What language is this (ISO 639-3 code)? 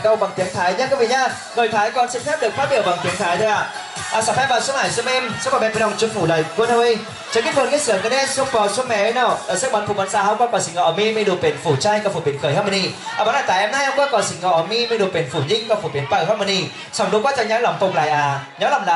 vie